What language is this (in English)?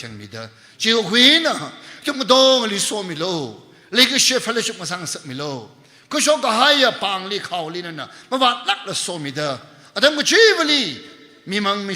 Tangkhul Naga (India)